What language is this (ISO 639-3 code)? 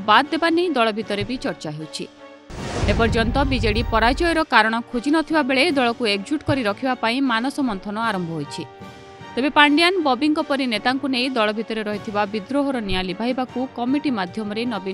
ori